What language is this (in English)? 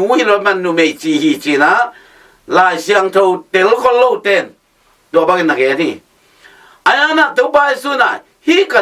Tedim Chin